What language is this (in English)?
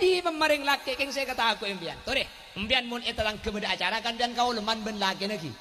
Madurese